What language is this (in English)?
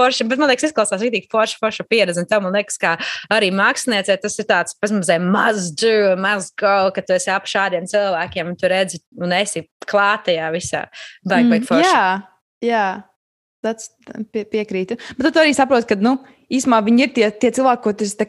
Latvian